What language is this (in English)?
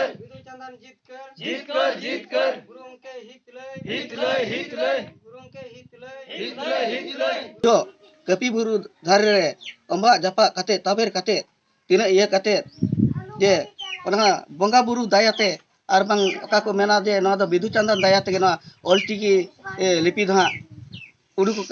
Santali